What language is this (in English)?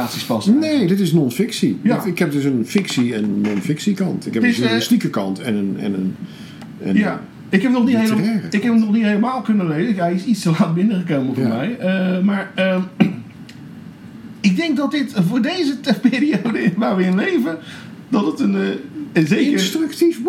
Dutch